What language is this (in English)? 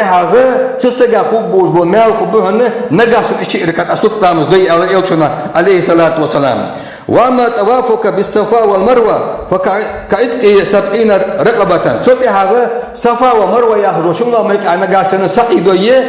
Ingush